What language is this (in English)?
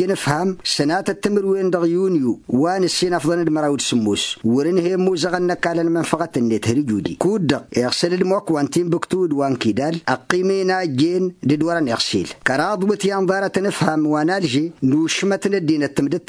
Tamasheq